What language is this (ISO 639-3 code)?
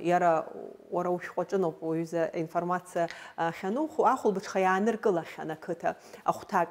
abk